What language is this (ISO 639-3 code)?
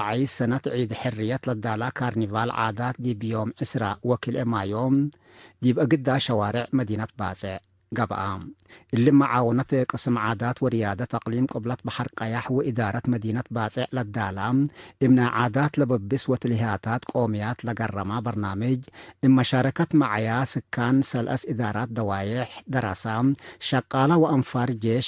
tig